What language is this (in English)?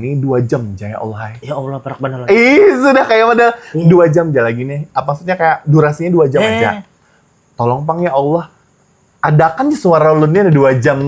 Banjar